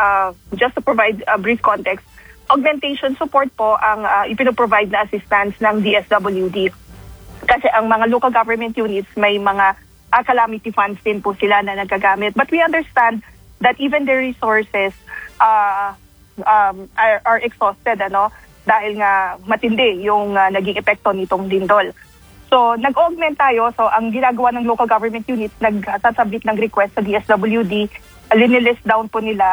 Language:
Filipino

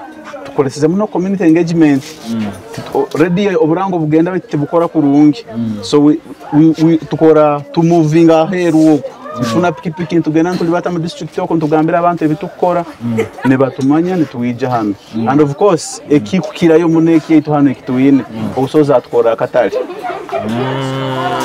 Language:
Nyoro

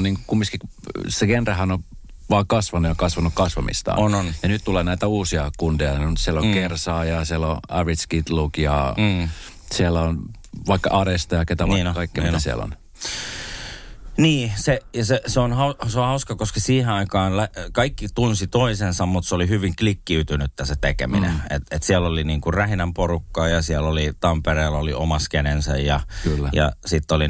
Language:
Finnish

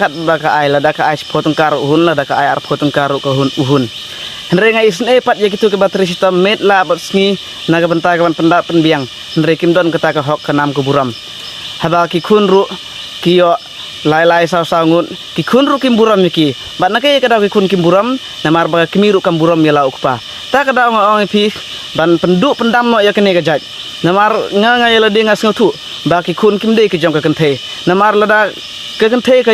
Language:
Khasi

